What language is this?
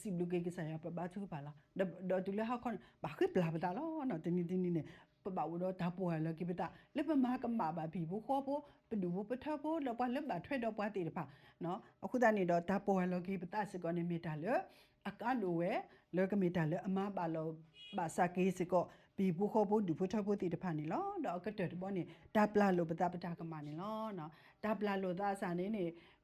S'gaw Karen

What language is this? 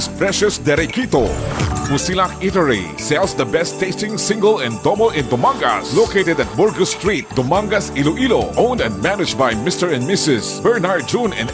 Hiligaynon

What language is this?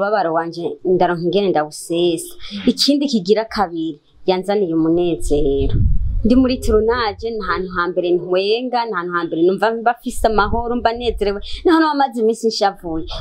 Rundi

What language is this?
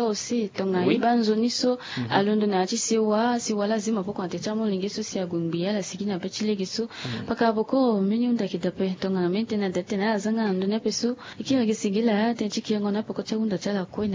Sango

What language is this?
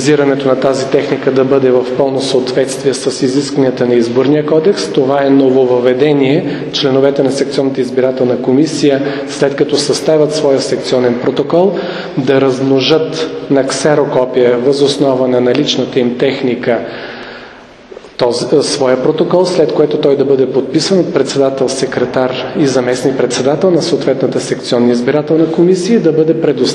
Bulgarian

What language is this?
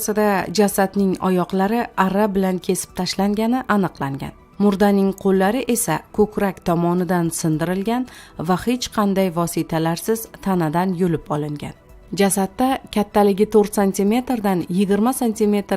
Uzbek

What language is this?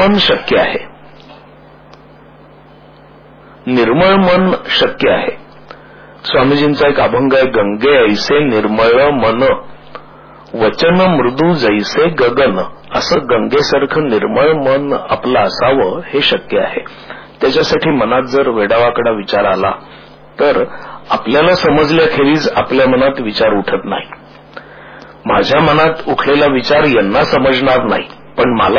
Marathi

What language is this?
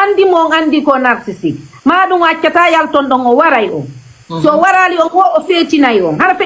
Fula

